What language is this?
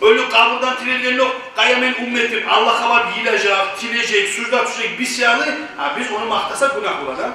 Kumyk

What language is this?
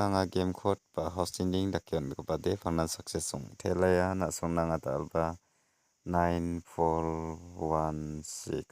Garo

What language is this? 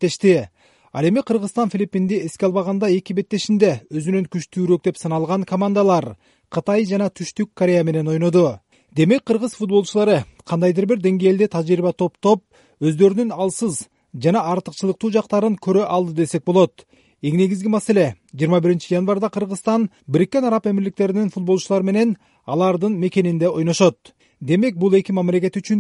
Kyrgyz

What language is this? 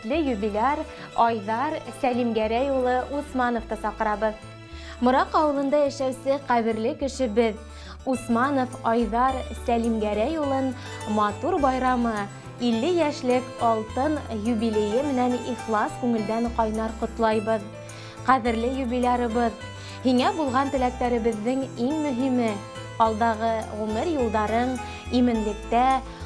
Bashkir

